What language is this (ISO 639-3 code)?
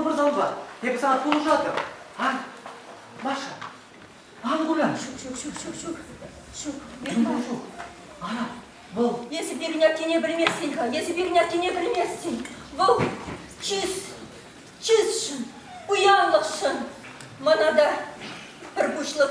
chv